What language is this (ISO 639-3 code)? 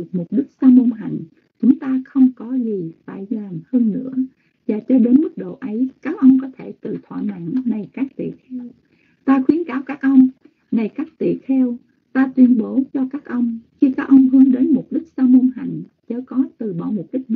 vie